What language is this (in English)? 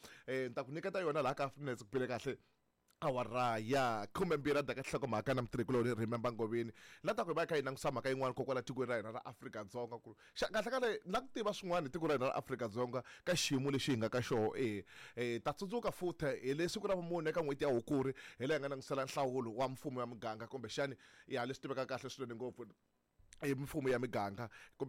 Tsonga